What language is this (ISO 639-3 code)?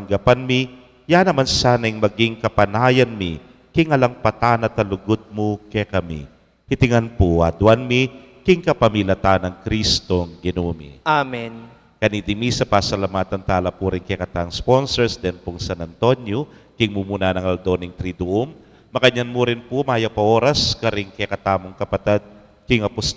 pam